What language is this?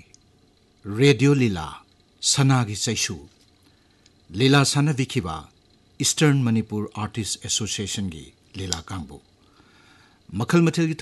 Manipuri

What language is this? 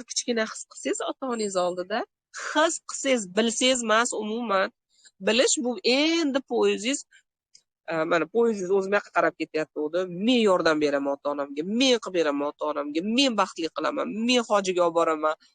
Uzbek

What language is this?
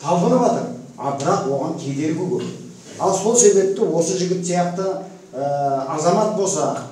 Kazakh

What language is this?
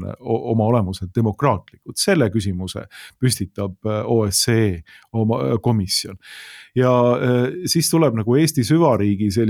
Estonian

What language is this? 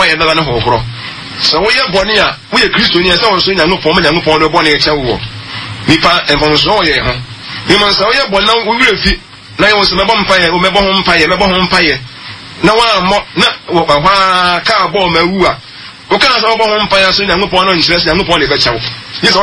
Akan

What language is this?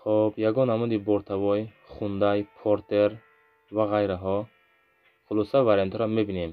Tajik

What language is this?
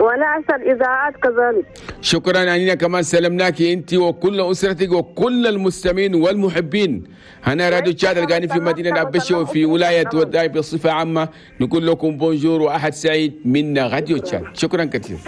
Chadian Arabic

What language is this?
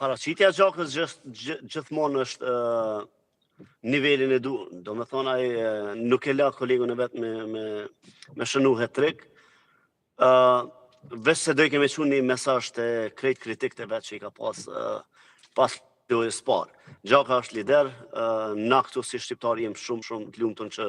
Albanian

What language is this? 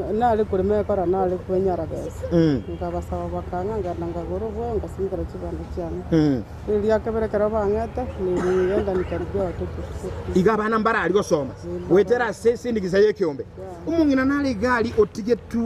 Gusii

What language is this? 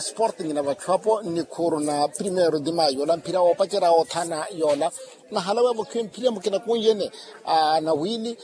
Makhuwa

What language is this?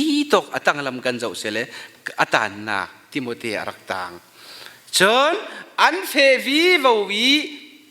Falam Chin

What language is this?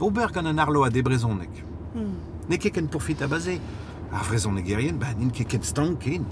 Breton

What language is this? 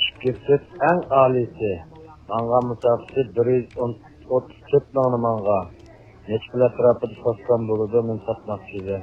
Uyghur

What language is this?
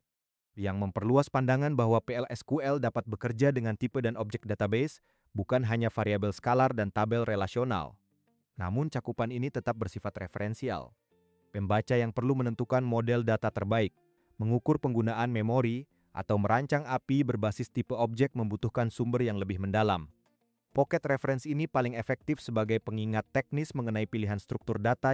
Indonesian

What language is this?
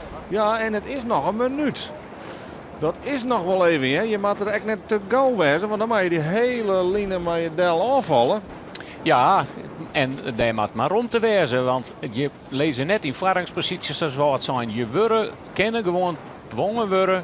Western Frisian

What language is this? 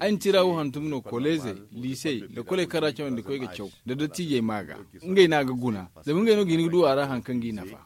Zarma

